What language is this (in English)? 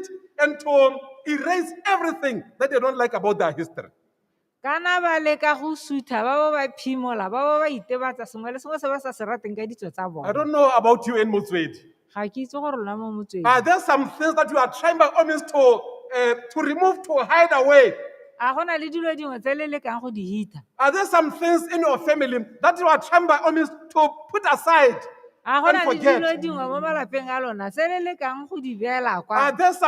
Tswana